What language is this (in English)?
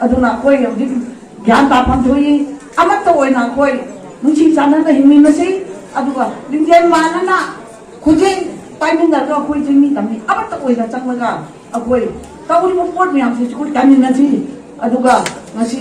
Manipuri